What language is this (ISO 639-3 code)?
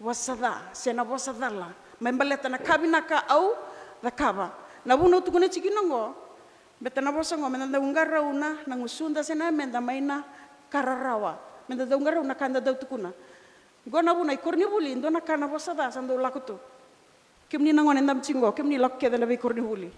fij